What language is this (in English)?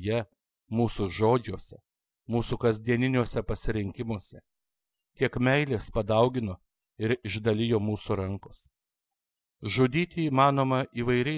Lithuanian